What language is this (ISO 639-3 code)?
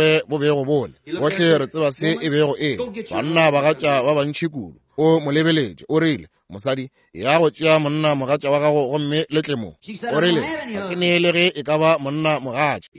nso